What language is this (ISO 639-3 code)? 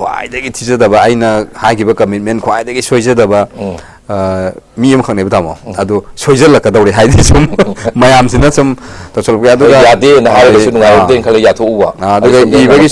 mni